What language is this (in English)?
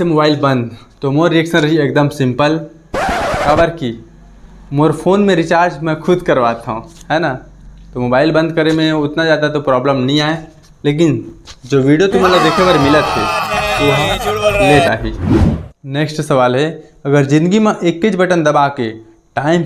Chhattisgarhi